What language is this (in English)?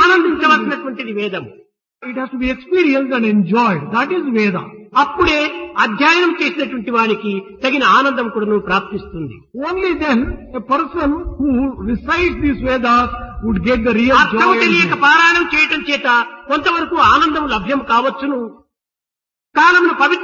Telugu